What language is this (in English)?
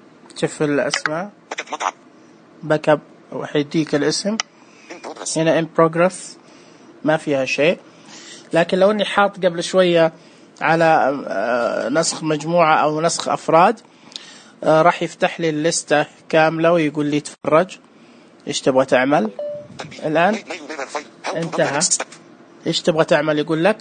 Najdi Arabic